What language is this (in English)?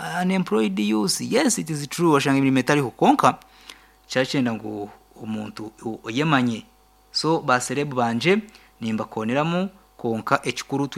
Nyankole